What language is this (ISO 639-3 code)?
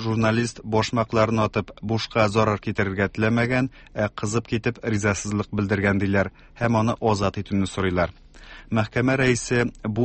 tat